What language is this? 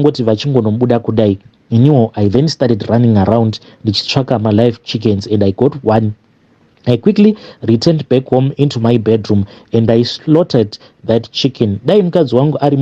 Shona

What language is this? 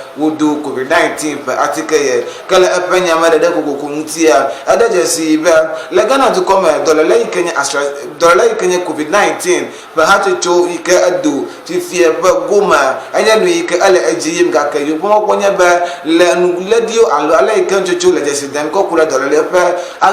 Ewe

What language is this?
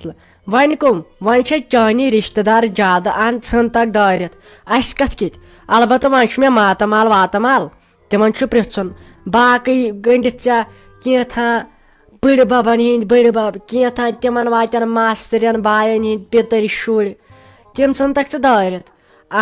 Kashmiri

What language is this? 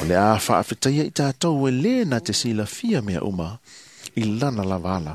Samoan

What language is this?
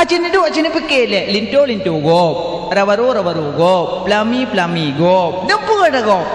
Achinese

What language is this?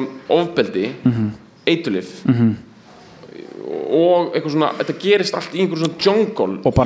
Icelandic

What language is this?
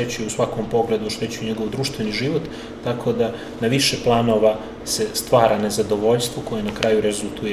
Serbian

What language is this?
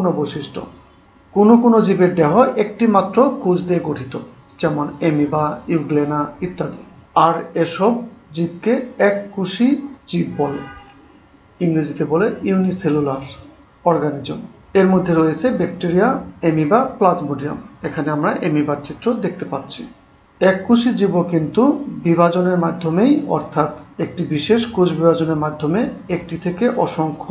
Bangla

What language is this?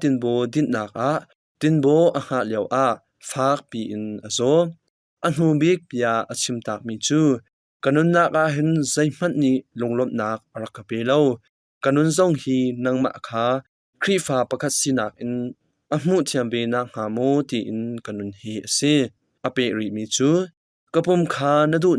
Hakha Chin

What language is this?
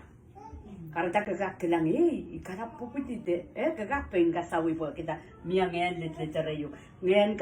Pohnpeian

